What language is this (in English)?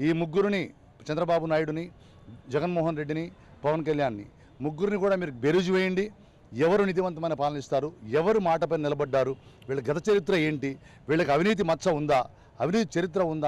Telugu